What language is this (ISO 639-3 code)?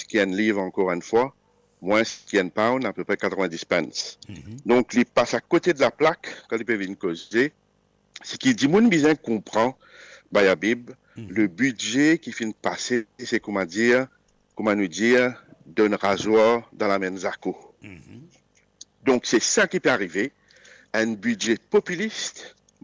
mfe